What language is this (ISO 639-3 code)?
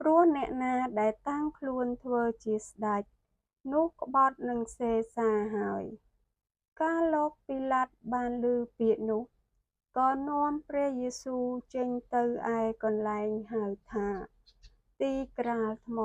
khm